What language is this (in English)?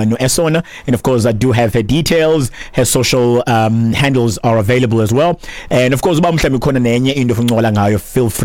Xhosa